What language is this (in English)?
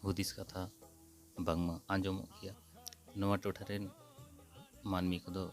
Santali